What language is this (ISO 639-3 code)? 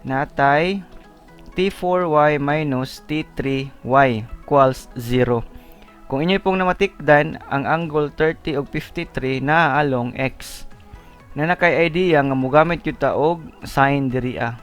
ceb